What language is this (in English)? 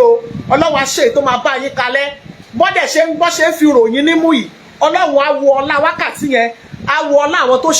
Yoruba